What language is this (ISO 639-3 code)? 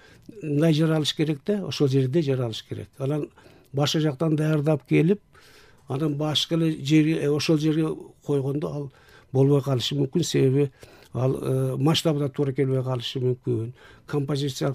kir